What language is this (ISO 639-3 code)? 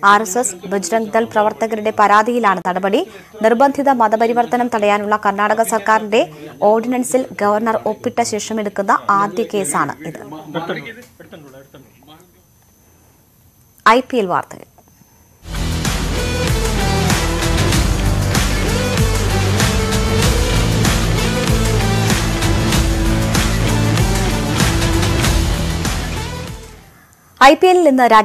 mal